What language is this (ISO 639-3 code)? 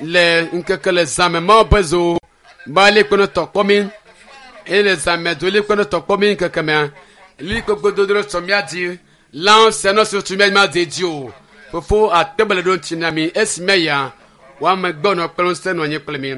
ewe